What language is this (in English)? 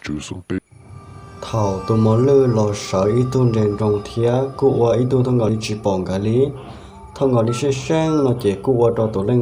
Hmong